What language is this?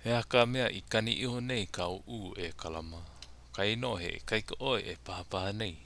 Hawaiian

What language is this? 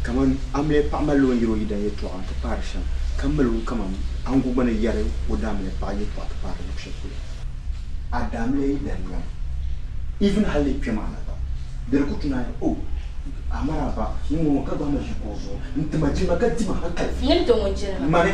Dagbani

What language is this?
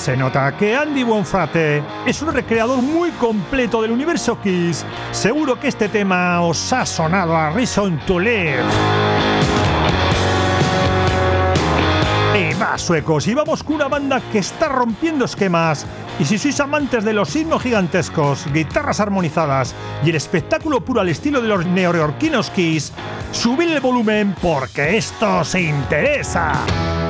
Spanish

